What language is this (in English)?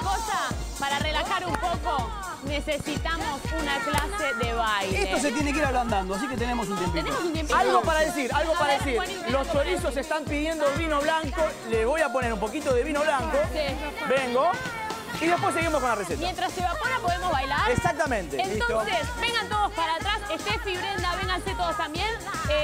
Spanish